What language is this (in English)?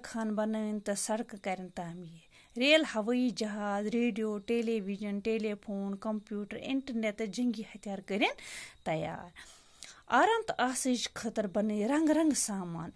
Kashmiri